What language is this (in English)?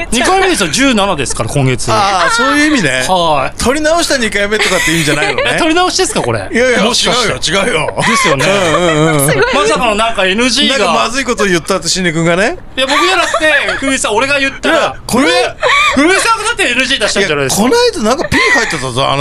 Japanese